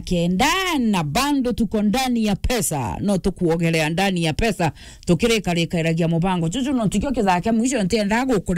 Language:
Meru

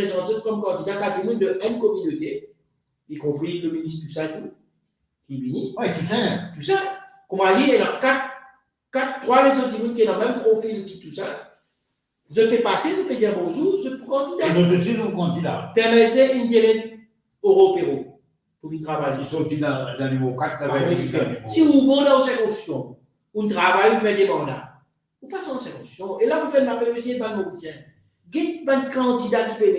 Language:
Morisyen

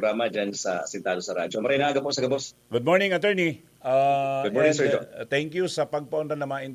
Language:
Bikol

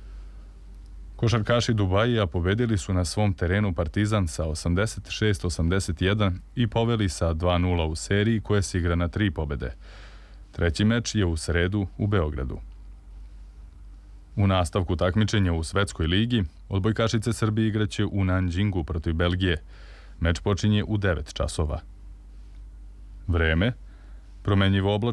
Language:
Serbian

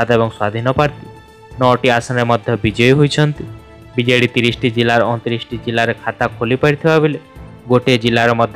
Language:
Odia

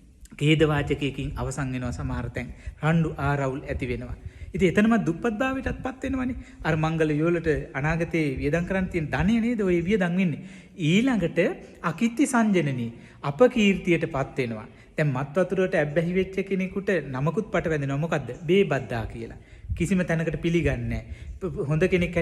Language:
Sinhala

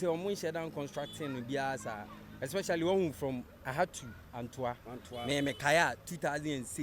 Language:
Akan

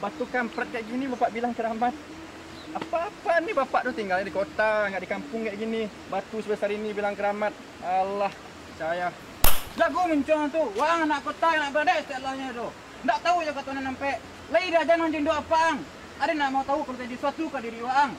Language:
Minangkabau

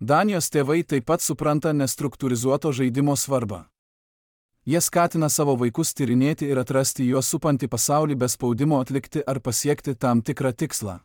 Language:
Lithuanian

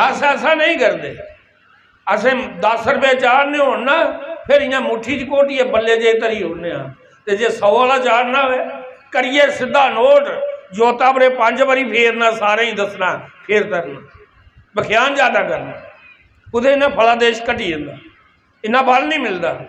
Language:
Dogri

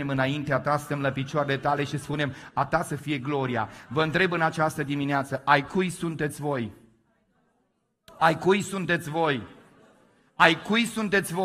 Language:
Romanian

